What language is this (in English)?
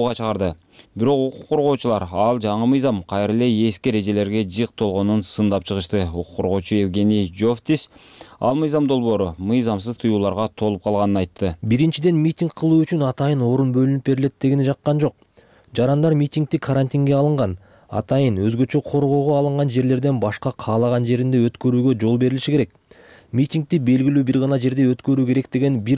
Kyrgyz